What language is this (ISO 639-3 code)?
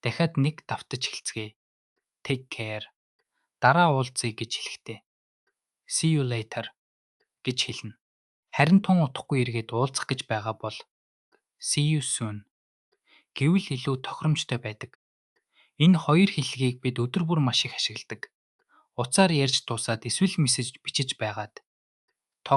mon